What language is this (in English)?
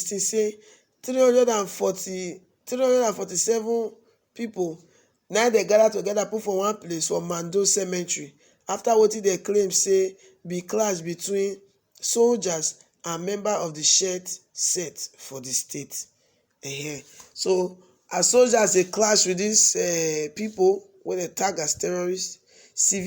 Nigerian Pidgin